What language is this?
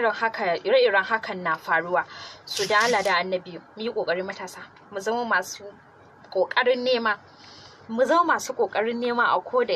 Hausa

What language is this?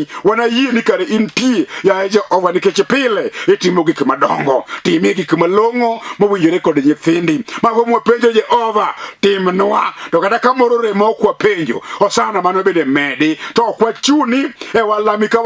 Luo (Kenya and Tanzania)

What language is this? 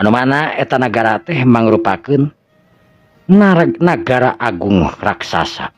Sundanese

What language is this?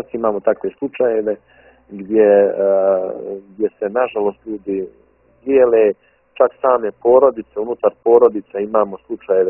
Bosnian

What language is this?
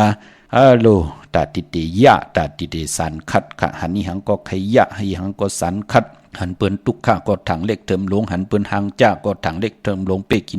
Shan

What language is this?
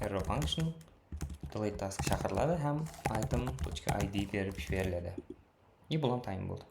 Kara-Kalpak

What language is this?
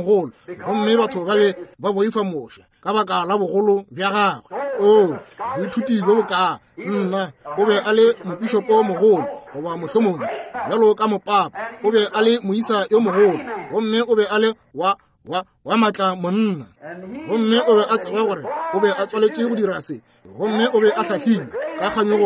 Northern Sotho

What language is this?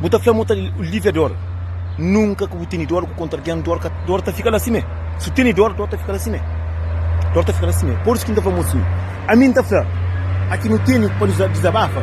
Kabuverdianu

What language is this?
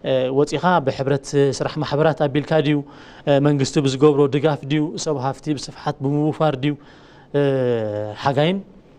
Tigrinya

